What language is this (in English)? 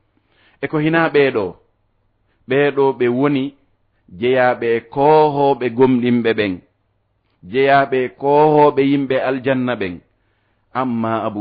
Fula